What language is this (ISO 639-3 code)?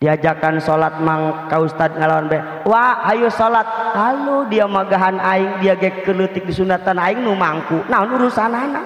sun